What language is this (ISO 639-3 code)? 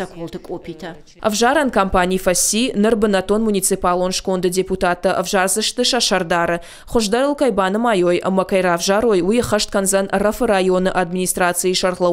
oss